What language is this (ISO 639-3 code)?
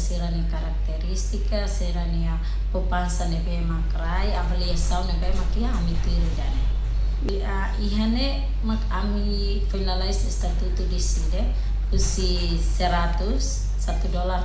tet